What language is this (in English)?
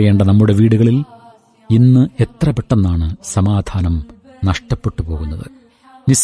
Malayalam